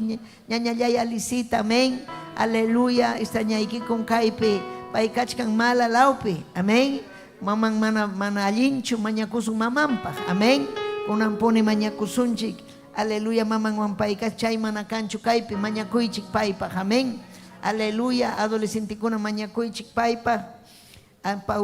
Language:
Ayacucho Quechua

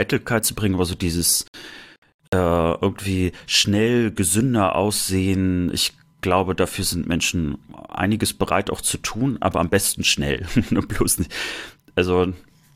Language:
German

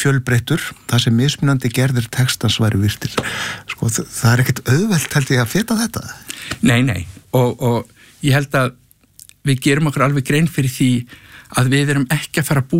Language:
Icelandic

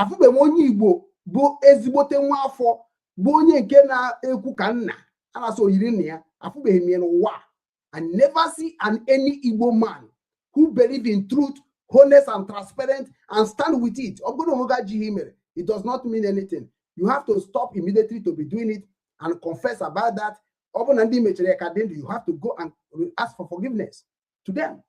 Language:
Igbo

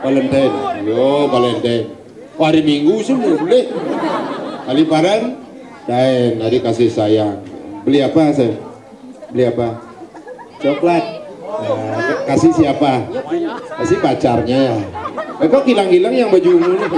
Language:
Balinese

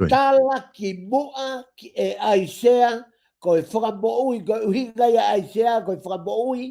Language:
Tongan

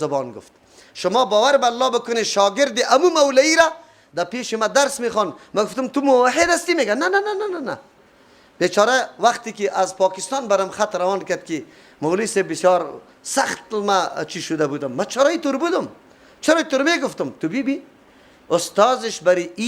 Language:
Persian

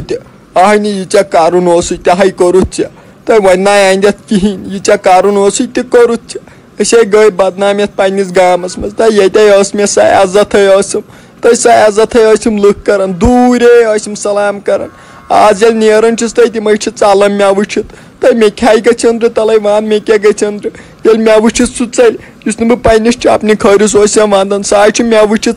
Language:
Kashmiri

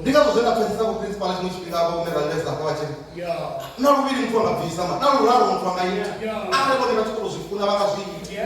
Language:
Venda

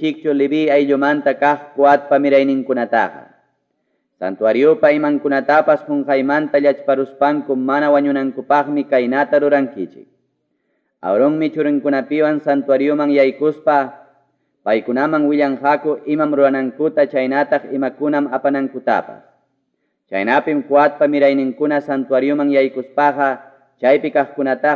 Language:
Ayacucho Quechua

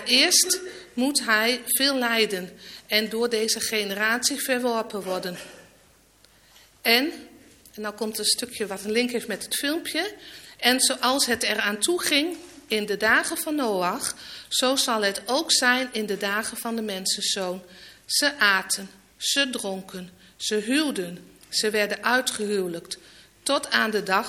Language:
Dutch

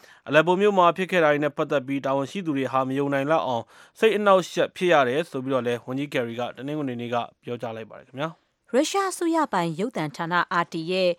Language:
Burmese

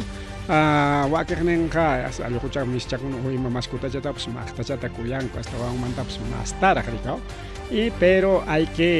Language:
Ayacucho Quechua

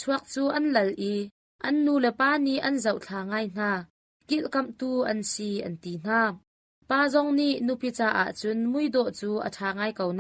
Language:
Hakha Chin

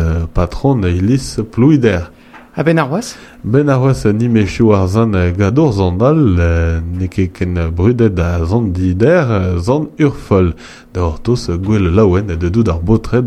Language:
Breton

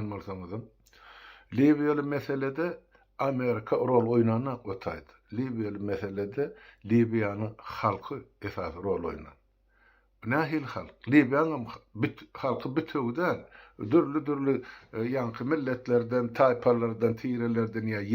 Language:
Turkmen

